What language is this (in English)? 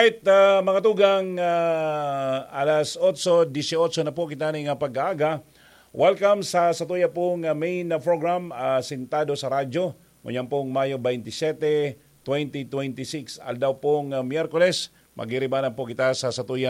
Bikol